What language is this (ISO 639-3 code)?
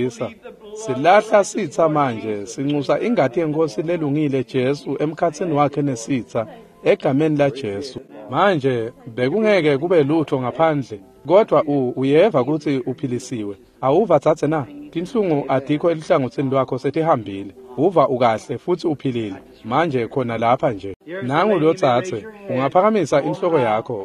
ssw